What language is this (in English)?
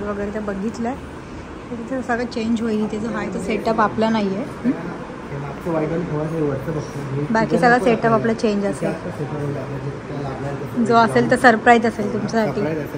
Marathi